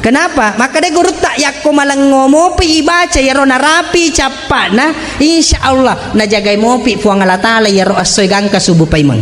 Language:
Buginese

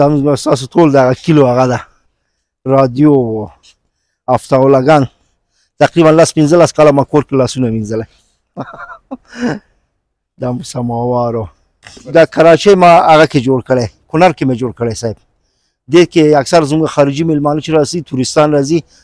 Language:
Pashto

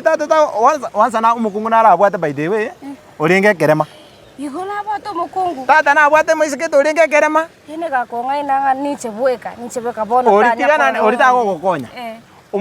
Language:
Gusii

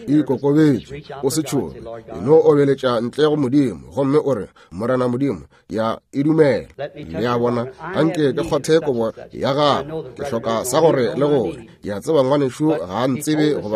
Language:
Northern Sotho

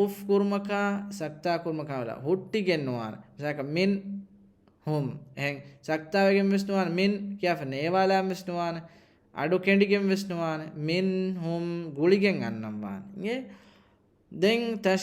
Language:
Divehi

